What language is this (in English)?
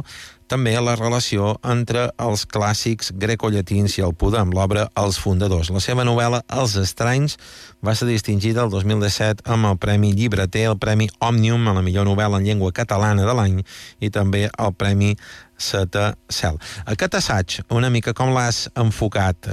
Catalan